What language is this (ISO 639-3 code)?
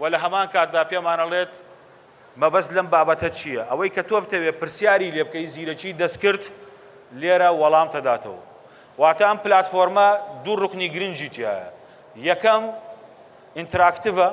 ckb